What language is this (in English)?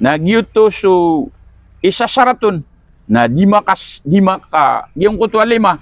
Maranao